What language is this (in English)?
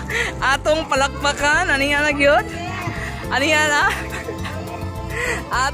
Cebuano